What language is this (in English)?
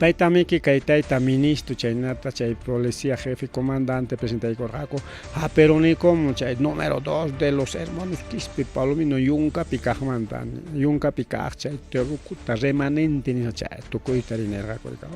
Ayacucho Quechua